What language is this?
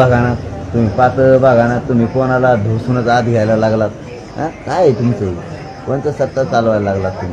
Marathi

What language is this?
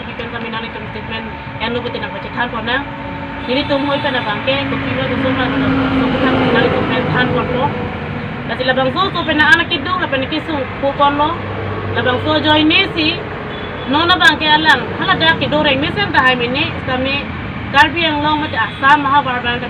Karbi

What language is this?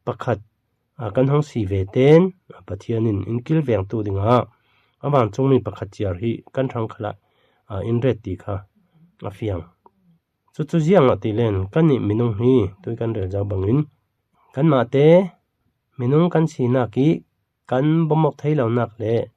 Falam Chin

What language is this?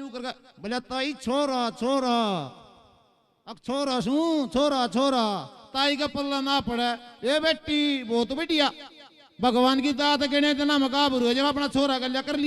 Haryanvi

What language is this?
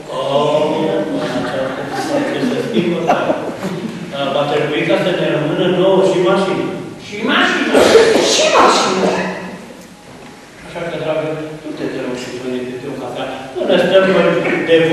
Romanian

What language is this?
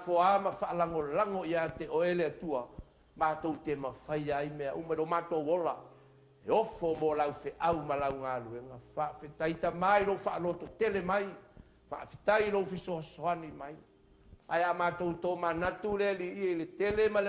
Samoan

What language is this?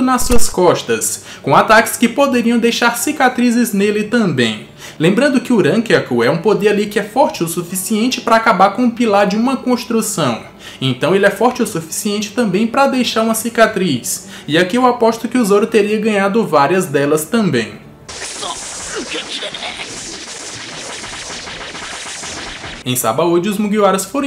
Portuguese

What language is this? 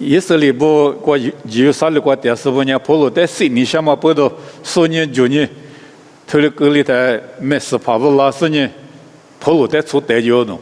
Lisu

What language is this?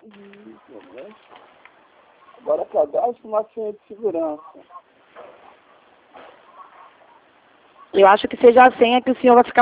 Portuguese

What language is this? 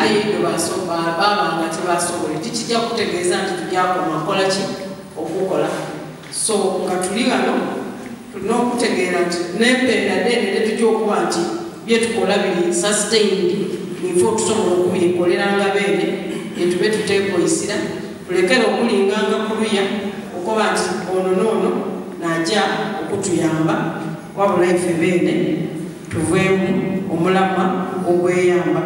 Soga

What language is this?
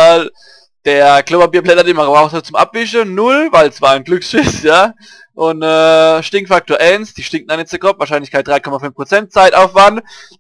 Palatine German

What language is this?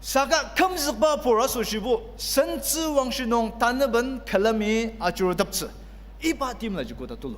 Ao Naga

